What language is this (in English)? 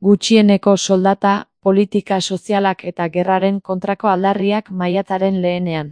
Basque